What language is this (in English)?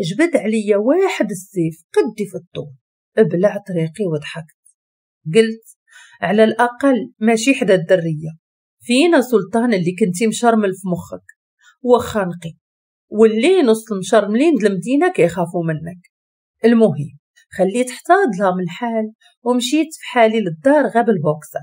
Moroccan Arabic